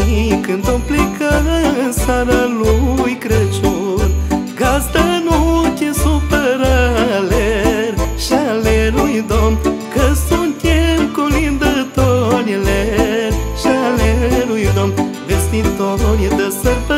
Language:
Romanian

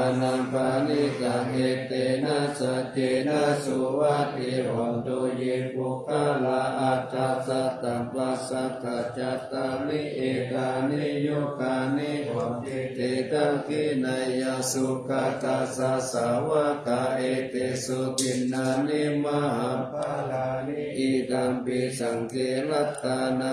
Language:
Pali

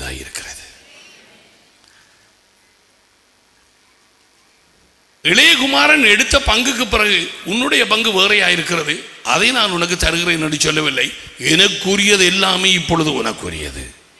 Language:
Tamil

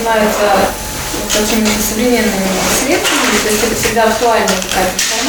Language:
Russian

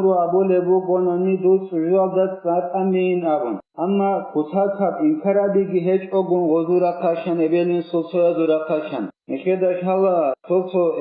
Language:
Avaric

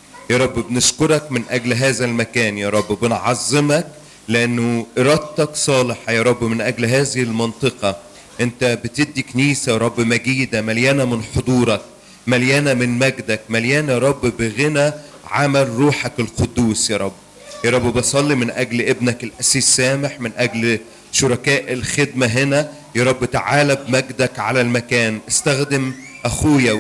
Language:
Egyptian Arabic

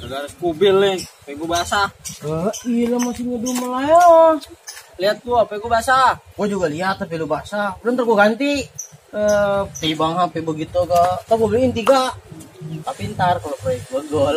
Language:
Betawi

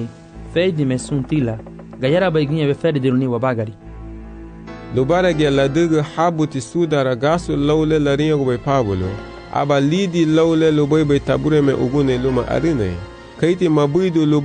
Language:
Garifuna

